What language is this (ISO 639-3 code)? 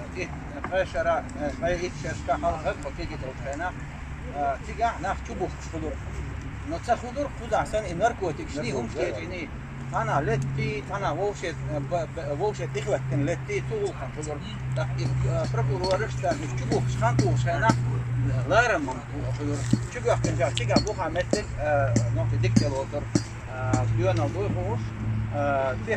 che